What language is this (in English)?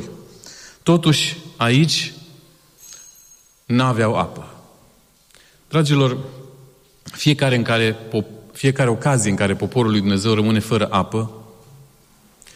Romanian